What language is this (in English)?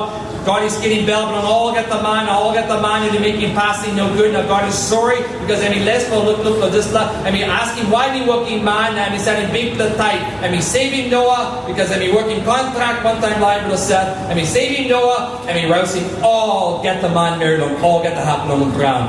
Tok Pisin